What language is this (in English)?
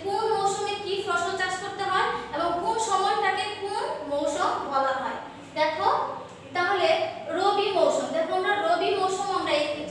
Bangla